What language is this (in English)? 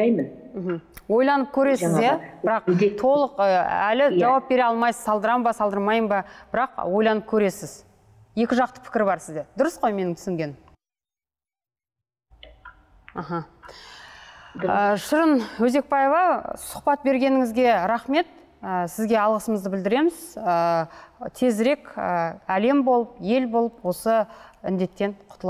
Kazakh